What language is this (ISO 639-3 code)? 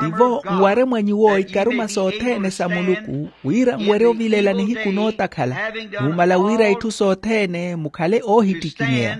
vmw